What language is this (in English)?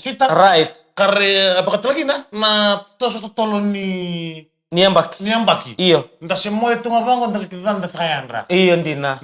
Fijian